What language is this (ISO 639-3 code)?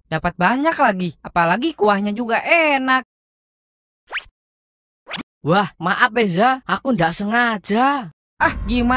ind